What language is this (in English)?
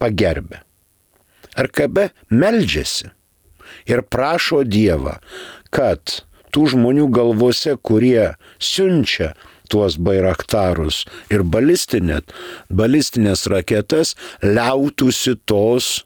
Lithuanian